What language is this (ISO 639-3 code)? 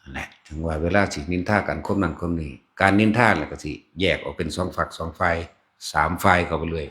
tts